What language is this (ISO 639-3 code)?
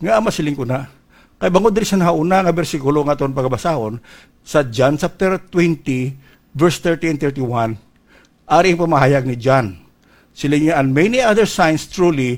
hil